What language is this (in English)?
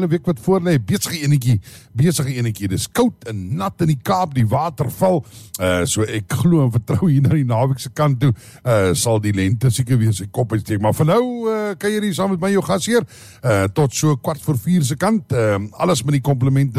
Afrikaans